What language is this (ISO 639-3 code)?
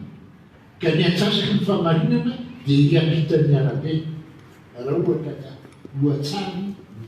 mlg